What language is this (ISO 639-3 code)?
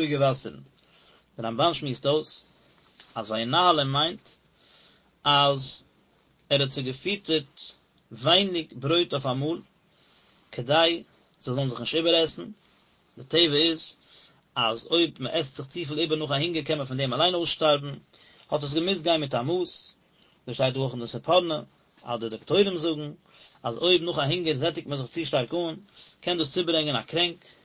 yid